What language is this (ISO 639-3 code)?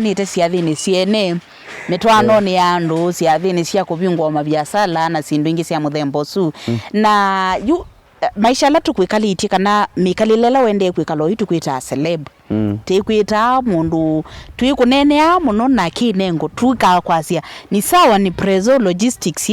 kam